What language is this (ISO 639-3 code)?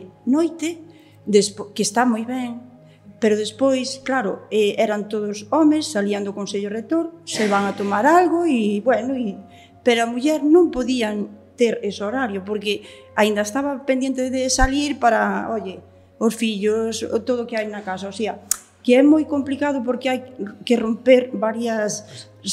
glg